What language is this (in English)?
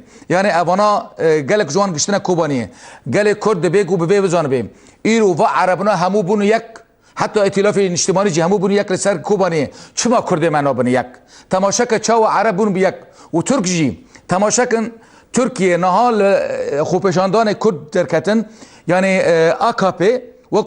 Kurdish